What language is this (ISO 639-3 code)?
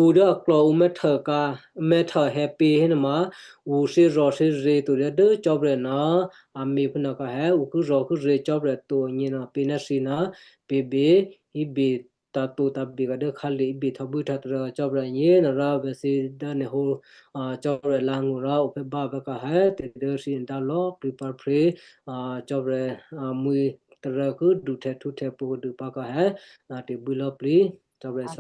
kyu